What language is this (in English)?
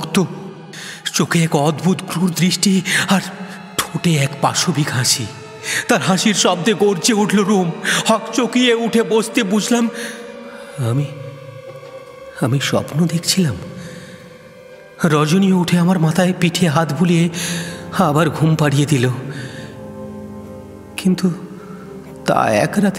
Bangla